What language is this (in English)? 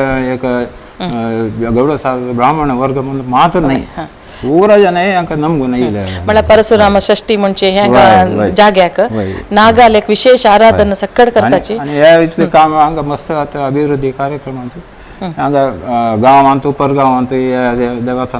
Konkani